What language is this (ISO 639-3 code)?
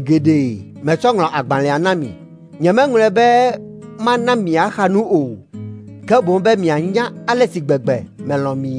ewe